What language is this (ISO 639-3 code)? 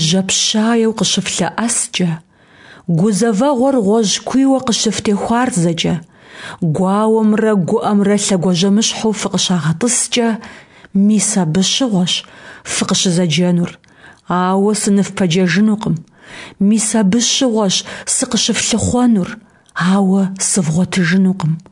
kbd